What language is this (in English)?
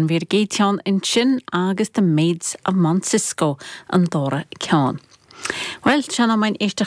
Irish